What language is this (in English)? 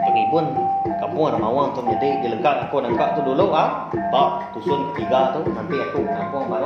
Iban